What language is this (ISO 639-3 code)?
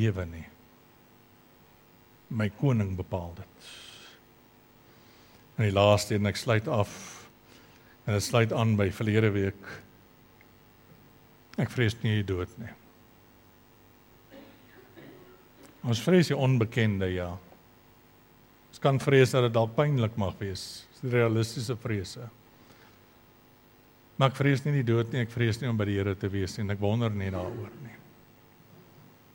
afr